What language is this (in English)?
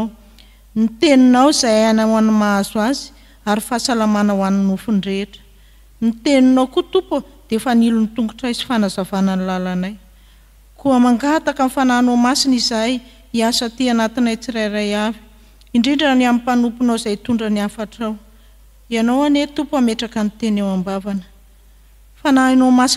Malagasy